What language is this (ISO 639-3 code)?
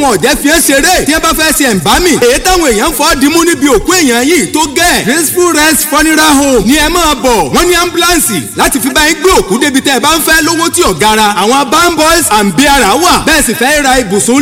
yor